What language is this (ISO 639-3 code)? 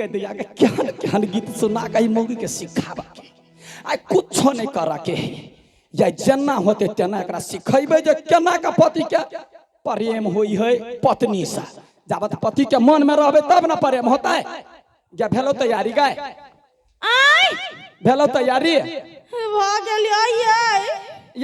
mai